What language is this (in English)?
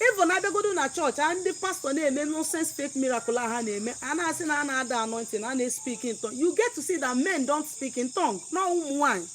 Igbo